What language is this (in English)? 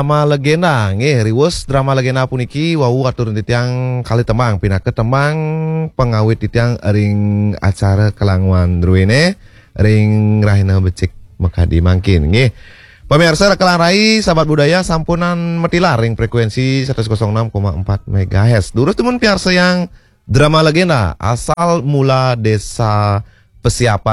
Balinese